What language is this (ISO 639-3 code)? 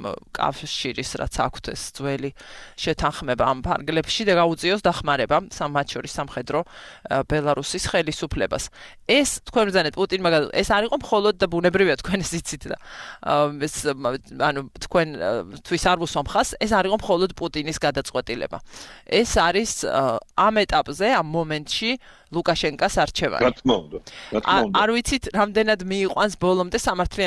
kat